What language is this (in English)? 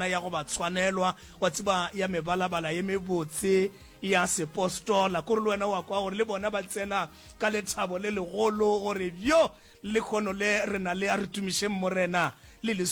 Northern Sotho